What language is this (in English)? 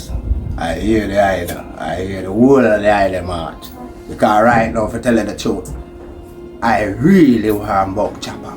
Jamaican Creole English